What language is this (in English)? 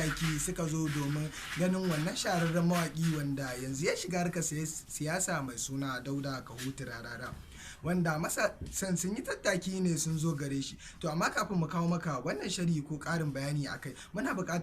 Hausa